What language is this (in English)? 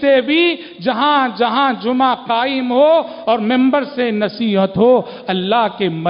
Urdu